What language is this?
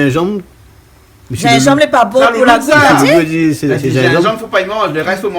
Réunion Creole French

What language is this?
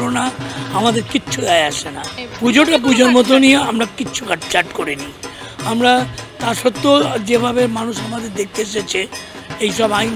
Bangla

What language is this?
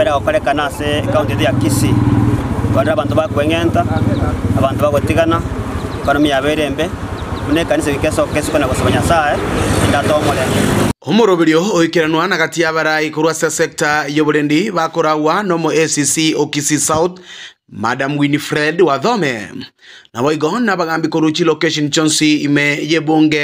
Gusii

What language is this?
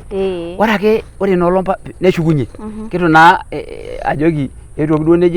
Masai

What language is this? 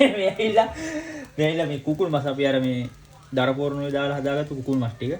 Sinhala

